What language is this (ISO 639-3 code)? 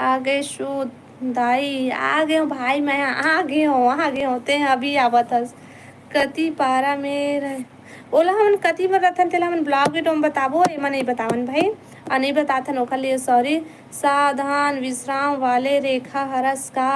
hne